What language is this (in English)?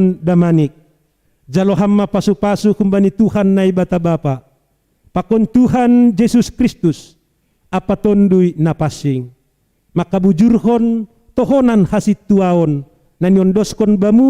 Batak Simalungun